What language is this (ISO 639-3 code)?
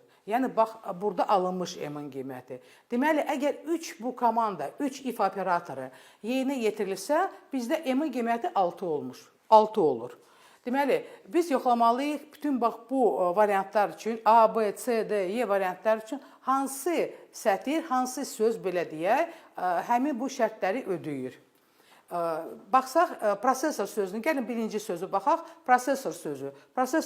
aze